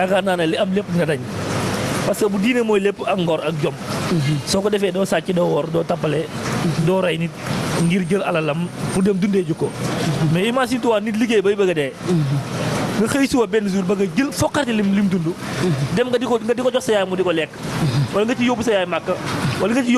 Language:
Wolof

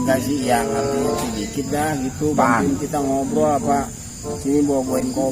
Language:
Betawi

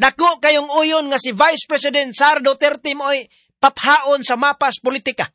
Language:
Cebuano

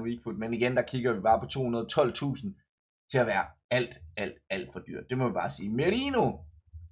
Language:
Danish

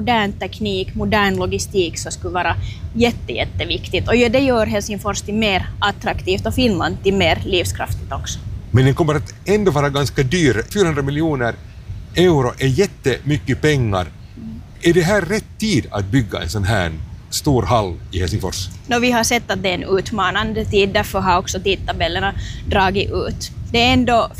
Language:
Swedish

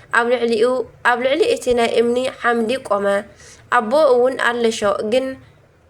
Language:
Tigrinya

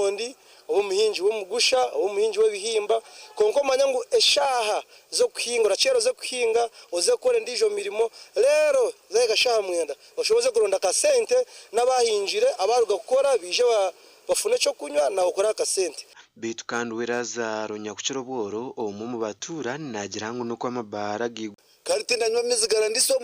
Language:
Nyankole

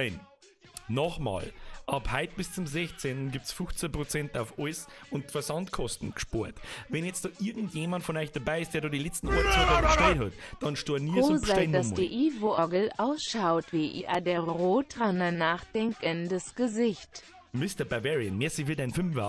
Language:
Bavarian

